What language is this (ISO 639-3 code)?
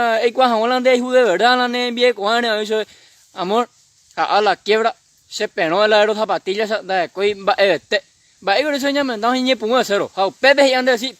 grn